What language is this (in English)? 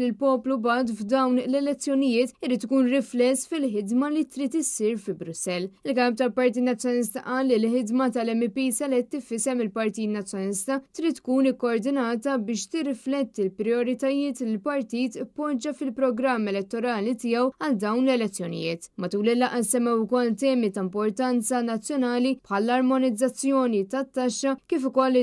Maltese